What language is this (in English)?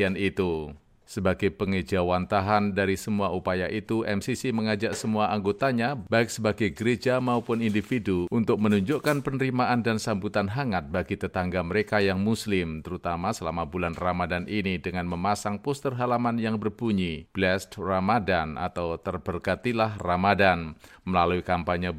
Indonesian